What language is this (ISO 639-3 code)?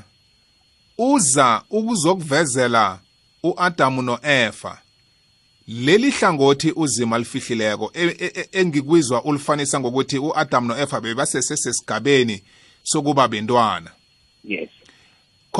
nbl